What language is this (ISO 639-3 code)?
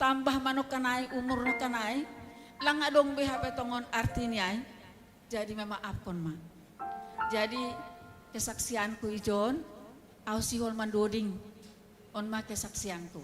bts